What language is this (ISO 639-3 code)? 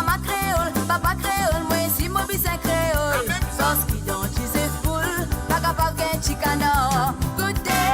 mfe